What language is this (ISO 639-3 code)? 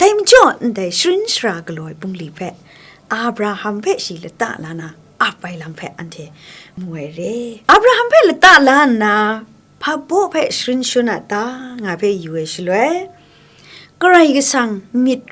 kac